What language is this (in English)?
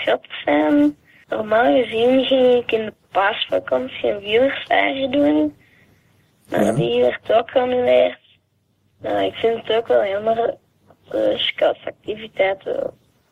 Dutch